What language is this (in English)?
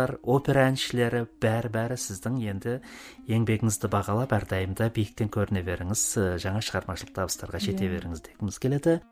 Kazakh